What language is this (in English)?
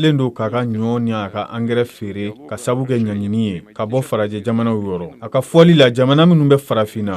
Bambara